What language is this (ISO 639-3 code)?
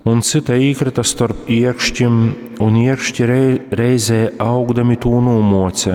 ltg